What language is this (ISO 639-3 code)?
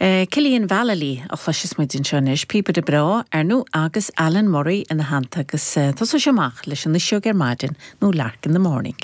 gle